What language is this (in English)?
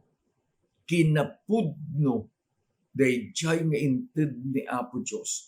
Iloko